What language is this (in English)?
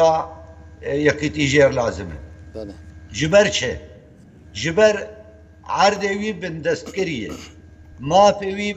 Kurdish